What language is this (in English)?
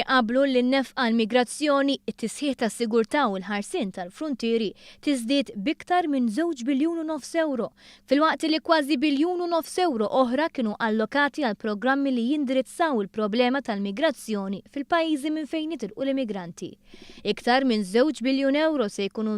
Maltese